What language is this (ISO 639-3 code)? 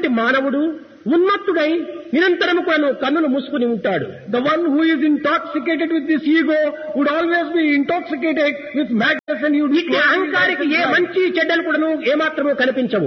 tel